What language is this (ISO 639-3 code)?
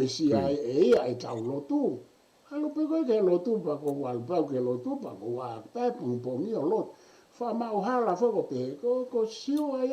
ton